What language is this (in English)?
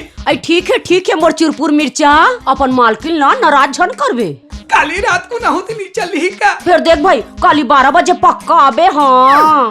Chhattisgarhi